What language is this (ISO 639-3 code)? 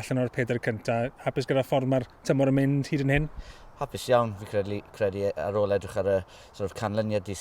cym